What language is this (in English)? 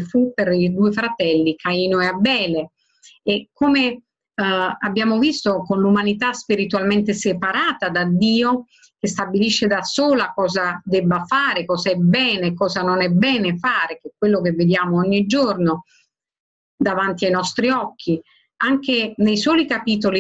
Italian